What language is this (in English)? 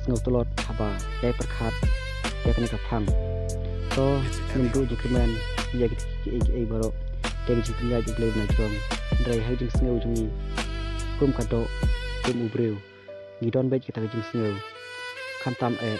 Khasi